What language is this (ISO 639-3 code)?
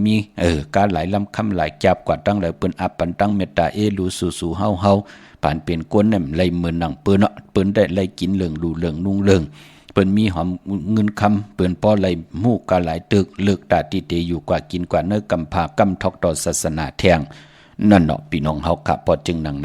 shn